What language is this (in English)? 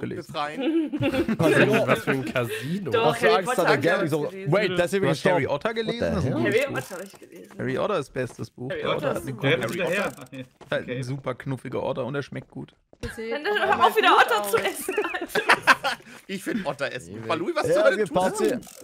German